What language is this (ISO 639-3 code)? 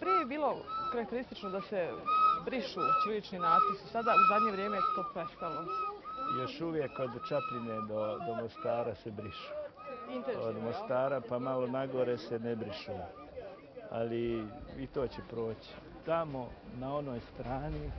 bos